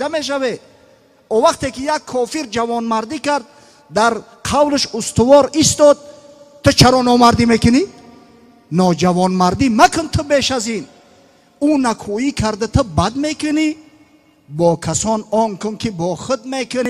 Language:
Tajik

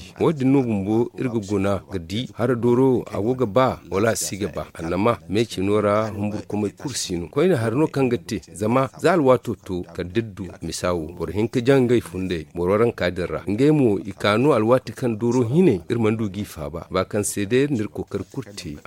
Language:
Zarma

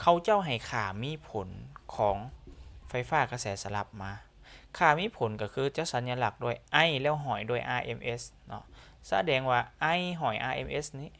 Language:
Lao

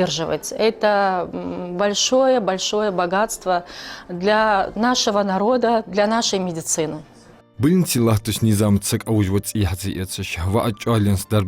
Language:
Ingush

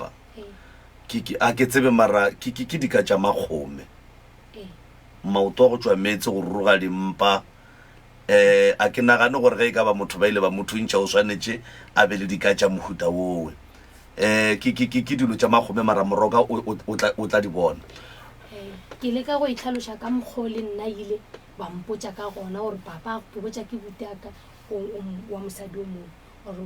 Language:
Northern Sotho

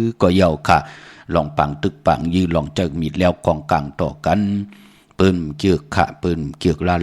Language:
Shan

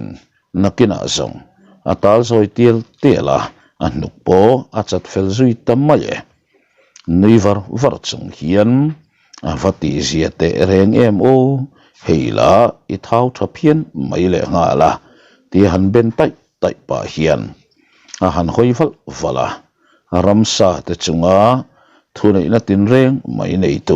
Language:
Mizo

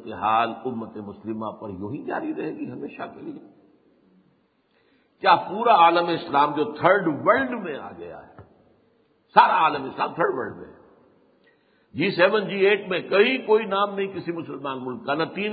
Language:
Urdu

